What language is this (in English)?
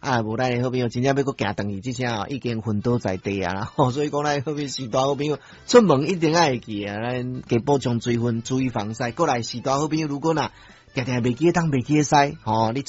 Min Nan Chinese